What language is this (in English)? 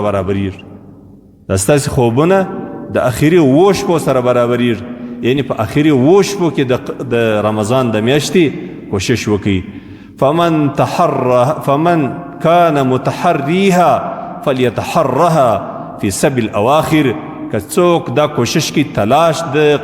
Pashto